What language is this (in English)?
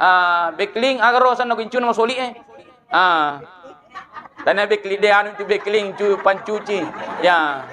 Buginese